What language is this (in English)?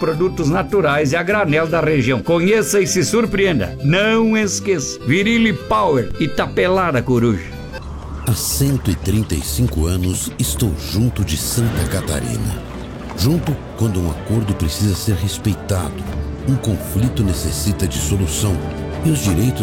Portuguese